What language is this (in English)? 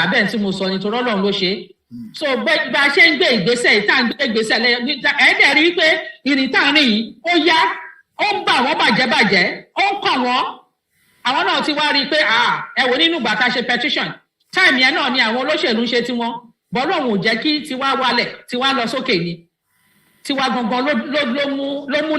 Yoruba